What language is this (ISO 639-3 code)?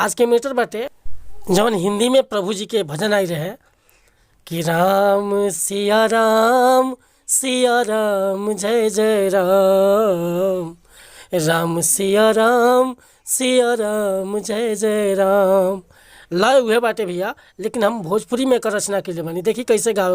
bho